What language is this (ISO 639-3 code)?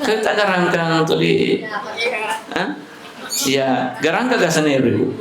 bug